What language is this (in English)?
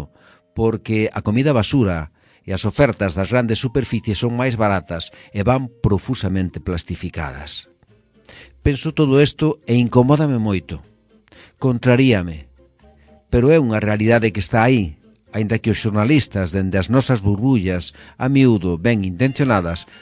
Galician